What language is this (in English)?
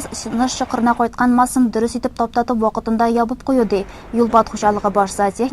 Tatar